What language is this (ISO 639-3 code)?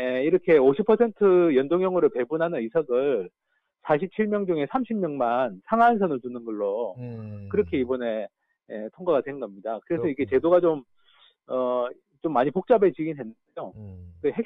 kor